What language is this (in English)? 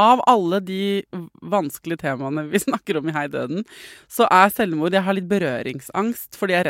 Norwegian